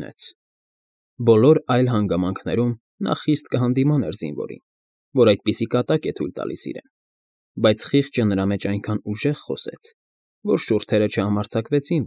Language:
Armenian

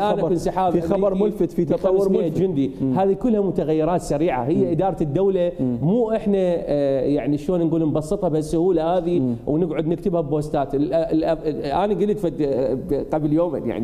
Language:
Mesopotamian Arabic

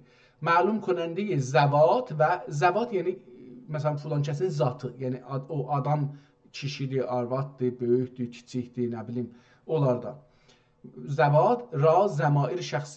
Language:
South Azerbaijani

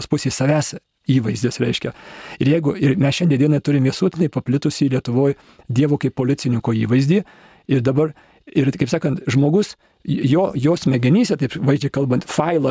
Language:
Lithuanian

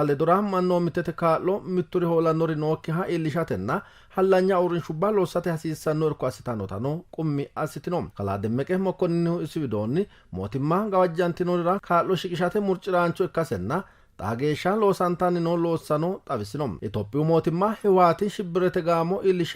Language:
Sidamo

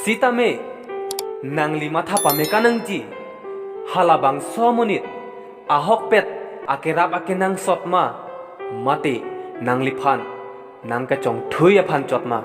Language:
Karbi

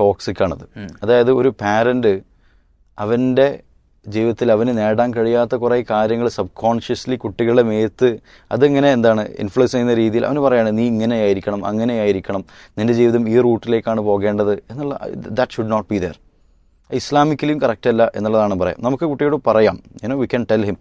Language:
Malayalam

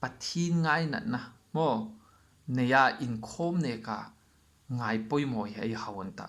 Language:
Hmar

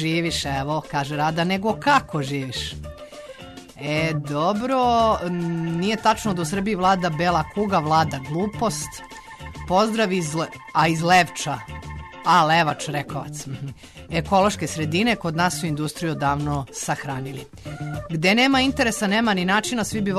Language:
Serbian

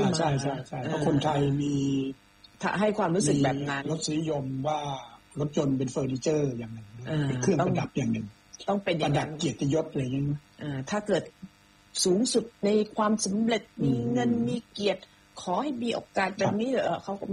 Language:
Thai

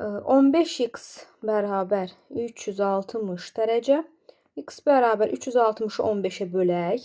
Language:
Azerbaijani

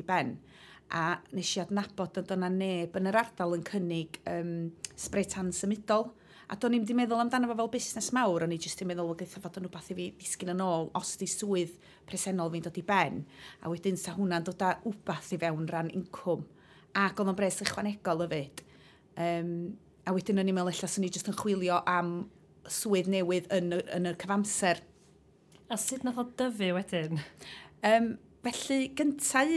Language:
Welsh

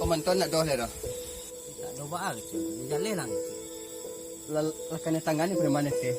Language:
Minangkabau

